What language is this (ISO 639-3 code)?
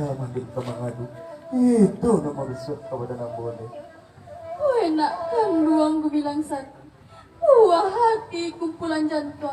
min